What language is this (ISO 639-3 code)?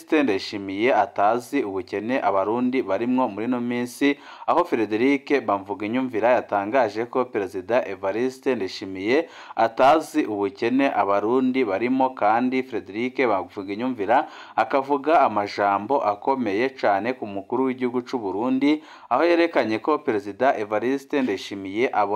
run